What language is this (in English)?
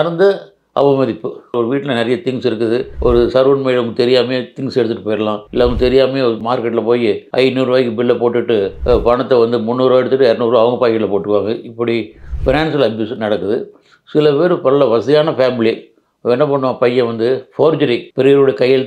Tamil